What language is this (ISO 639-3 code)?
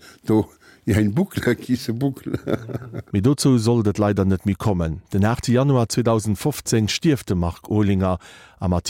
ltz